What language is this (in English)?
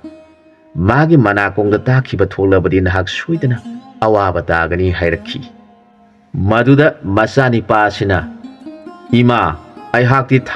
Manipuri